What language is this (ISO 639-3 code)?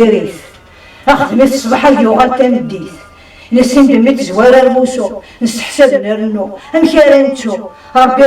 kab